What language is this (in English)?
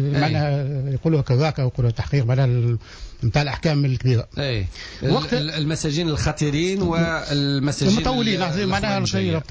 Tunisian Arabic